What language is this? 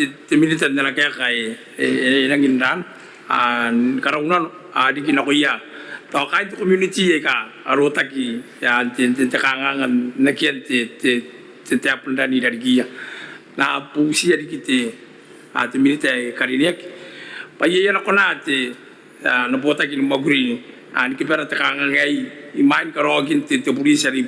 Gilbertese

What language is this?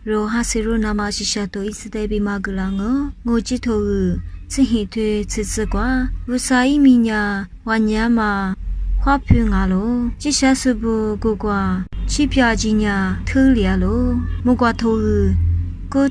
Lisu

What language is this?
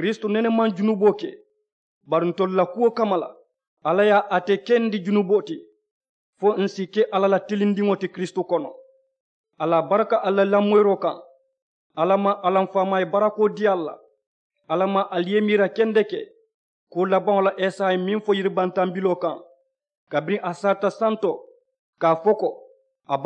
Mandingo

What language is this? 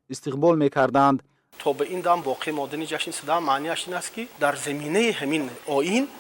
Tajik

